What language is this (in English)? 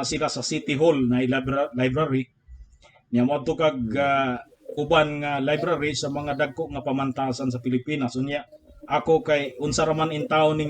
Cebuano